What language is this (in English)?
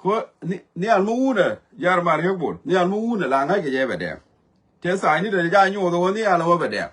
Nuer